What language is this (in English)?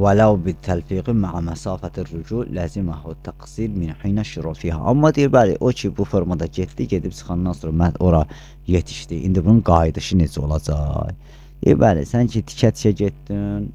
Azerbaijani